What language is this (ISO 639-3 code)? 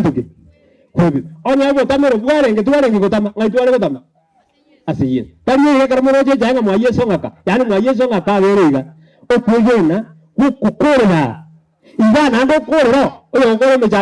guz